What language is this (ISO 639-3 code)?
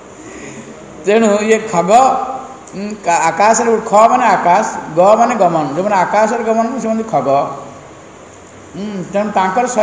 ori